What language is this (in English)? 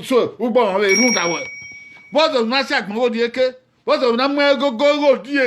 Bini